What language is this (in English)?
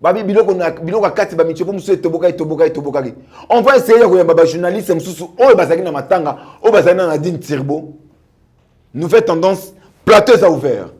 Lingala